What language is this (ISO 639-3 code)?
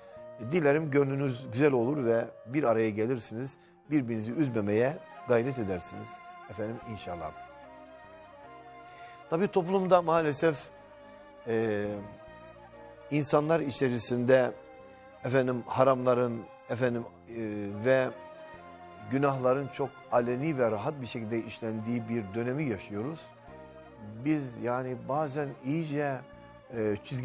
tur